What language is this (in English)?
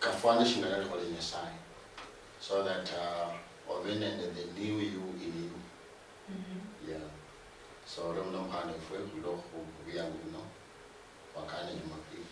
Luyia